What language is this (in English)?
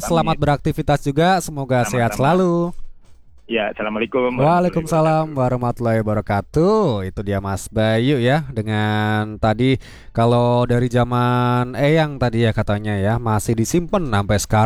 Indonesian